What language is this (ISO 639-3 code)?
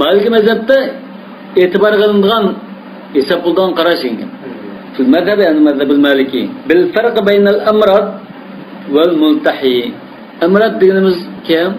uig